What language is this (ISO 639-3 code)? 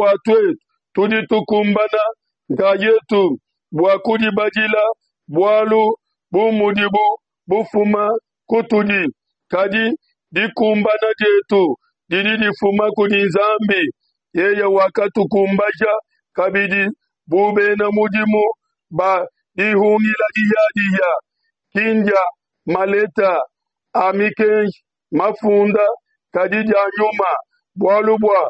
lua